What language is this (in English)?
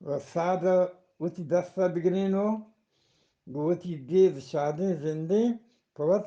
Eastern Balochi